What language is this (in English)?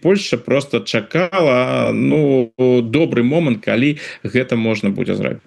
Belarusian